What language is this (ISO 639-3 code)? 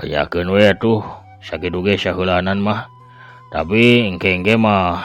sun